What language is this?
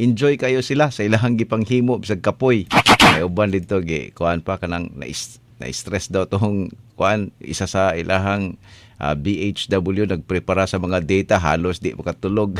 Cebuano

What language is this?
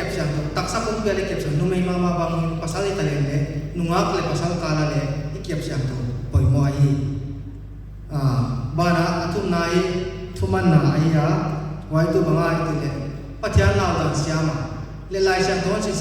Paite Chin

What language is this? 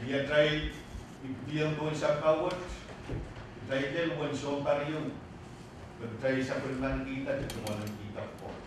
Pohnpeian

